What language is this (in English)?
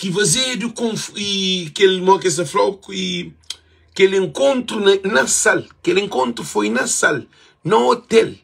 Kabuverdianu